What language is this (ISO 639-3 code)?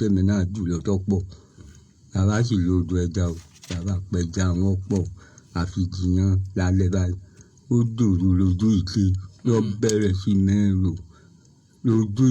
yor